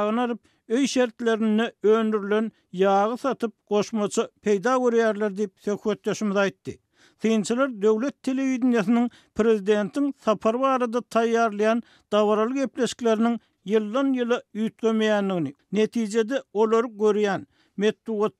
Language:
Turkmen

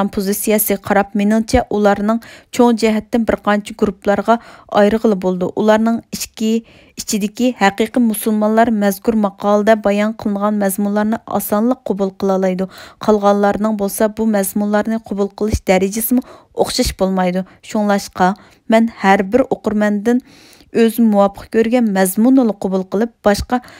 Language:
Uyghur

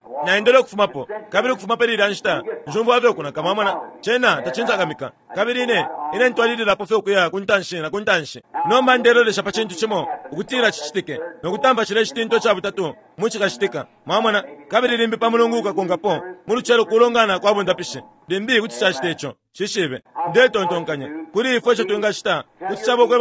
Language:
Bemba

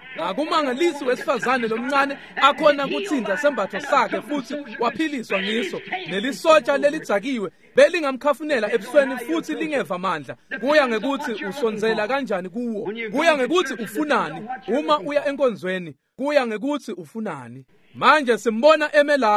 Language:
Swati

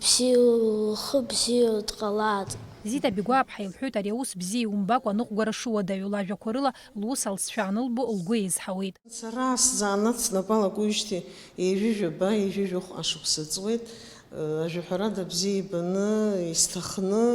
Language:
Abkhazian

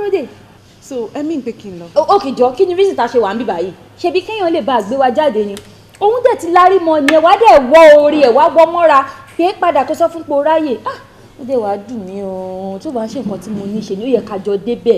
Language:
Yoruba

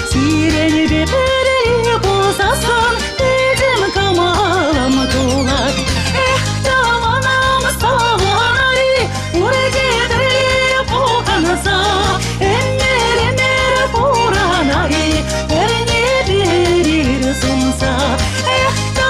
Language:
Chuvash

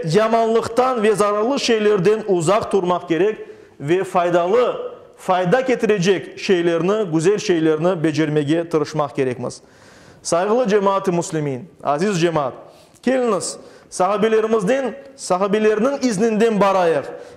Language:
Crimean Tatar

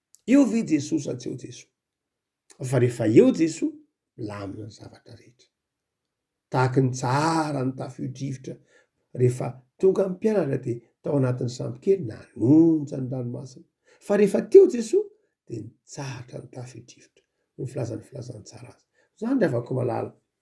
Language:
Malagasy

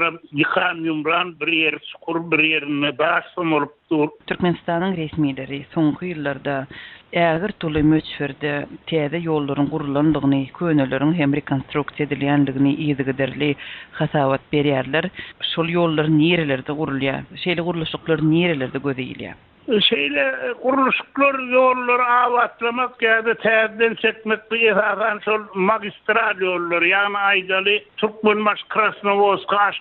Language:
Turkmen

